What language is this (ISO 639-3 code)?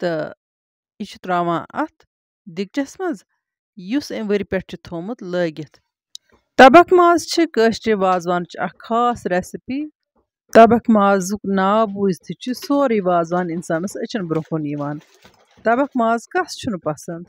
kas